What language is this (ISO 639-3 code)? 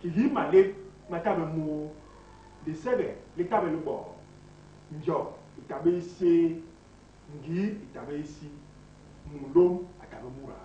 bas